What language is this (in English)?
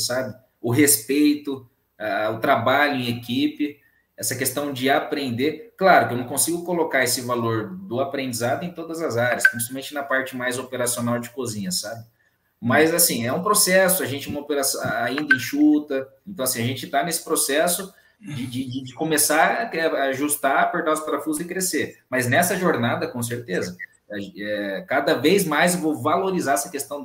Portuguese